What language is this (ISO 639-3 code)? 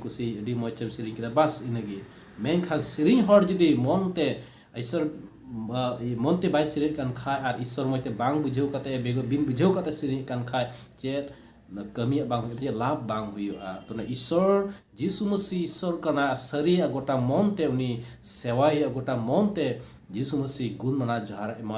sat